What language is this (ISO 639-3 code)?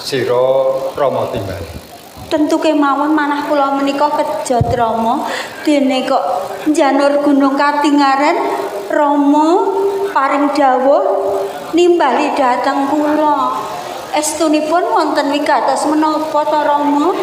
jav